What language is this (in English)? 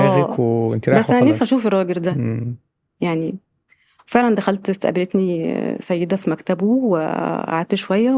Egyptian Arabic